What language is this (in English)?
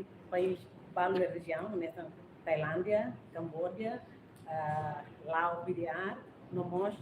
Tetum